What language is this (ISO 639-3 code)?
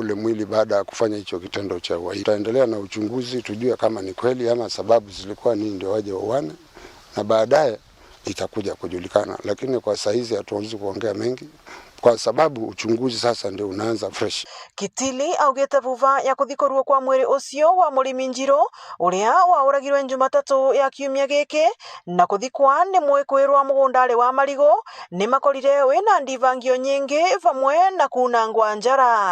mer